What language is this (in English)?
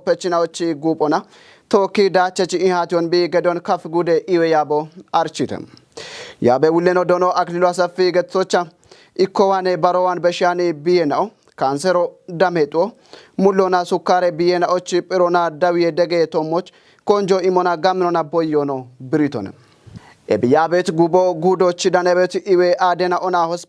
Kafa